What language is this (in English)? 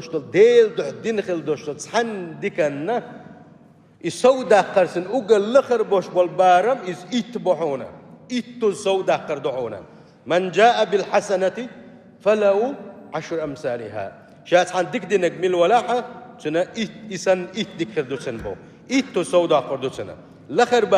Chechen